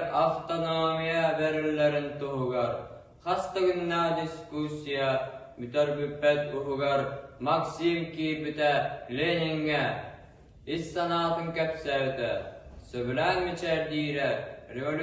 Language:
Yakut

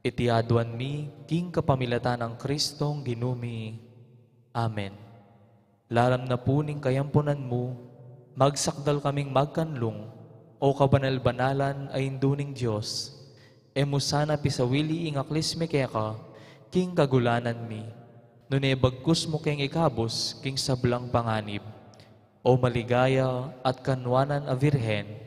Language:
Pampanga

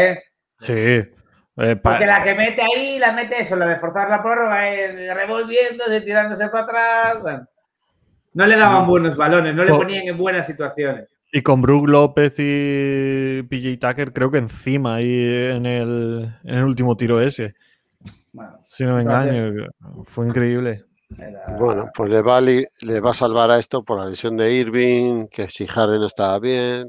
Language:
Spanish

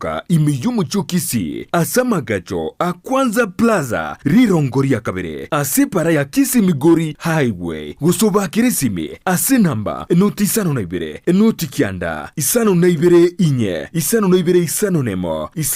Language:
Gusii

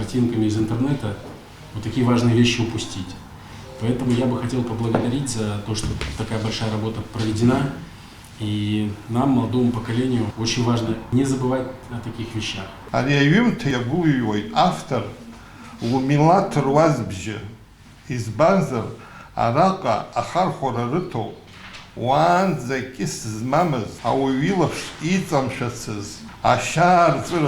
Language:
Abkhazian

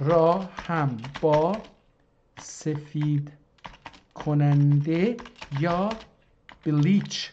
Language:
South Azerbaijani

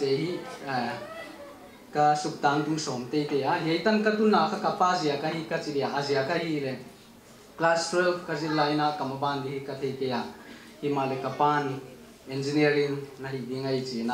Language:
Paite Chin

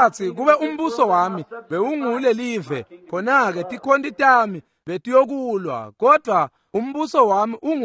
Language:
Swati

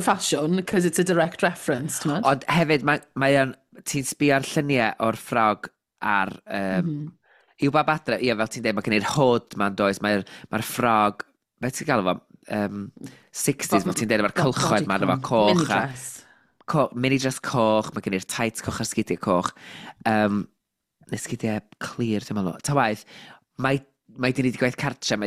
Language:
Welsh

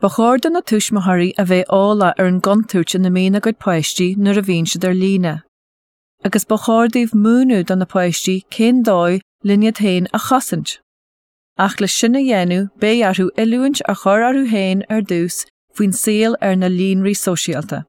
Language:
Irish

